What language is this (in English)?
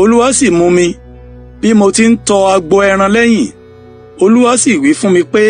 Yoruba